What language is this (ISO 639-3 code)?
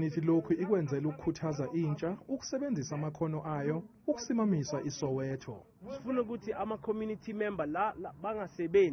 zul